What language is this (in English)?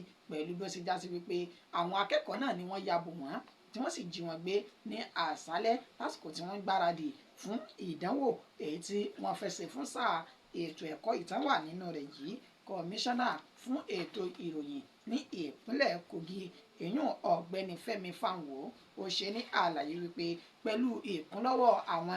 Yoruba